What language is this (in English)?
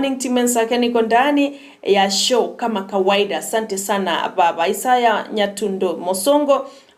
Gusii